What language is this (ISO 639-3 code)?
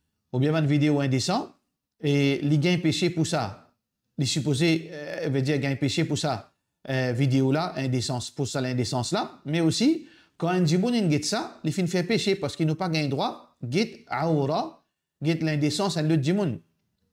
mfe